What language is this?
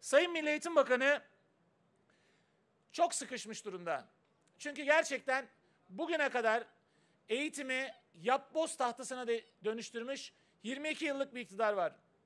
Turkish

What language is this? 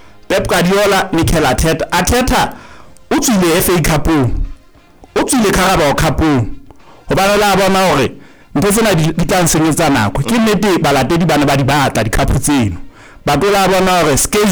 Southern Sotho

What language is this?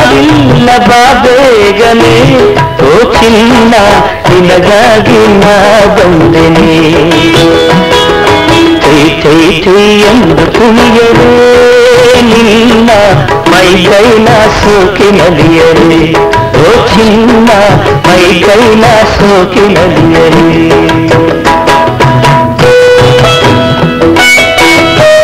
Kannada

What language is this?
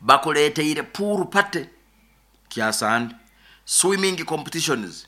Nyoro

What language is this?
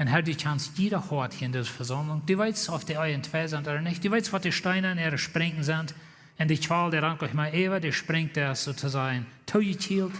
Plautdietsch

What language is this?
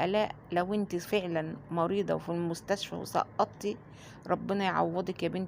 Egyptian Arabic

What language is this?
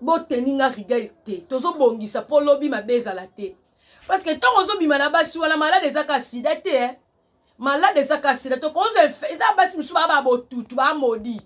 Lingala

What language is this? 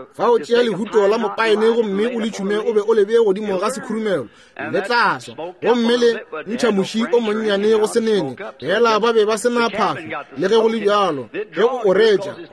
Northern Sotho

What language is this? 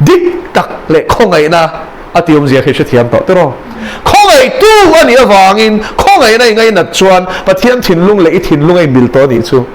Mizo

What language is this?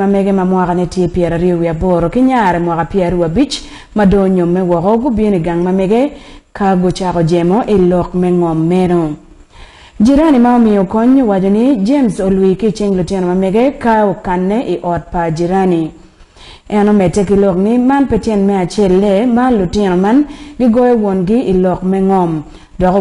Acoli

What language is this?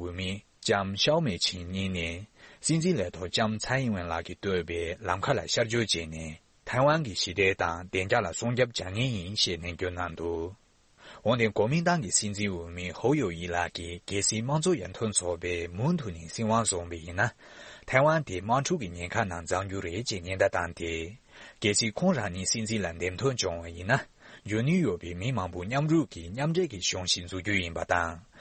Tibetan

